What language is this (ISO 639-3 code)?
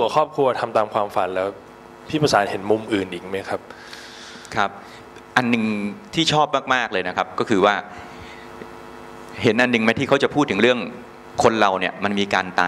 tha